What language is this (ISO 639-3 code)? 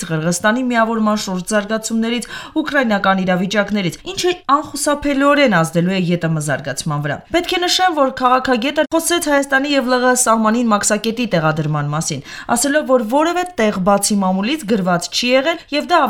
hye